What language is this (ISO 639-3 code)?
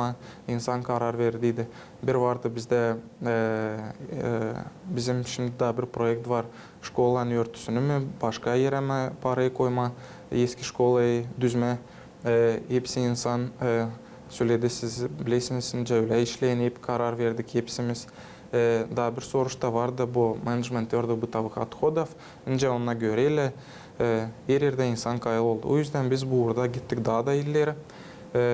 gag